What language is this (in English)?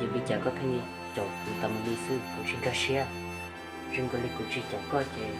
Hmong